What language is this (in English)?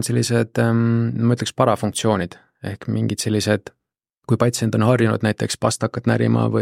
Estonian